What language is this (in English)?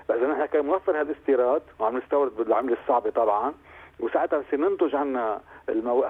North Levantine Arabic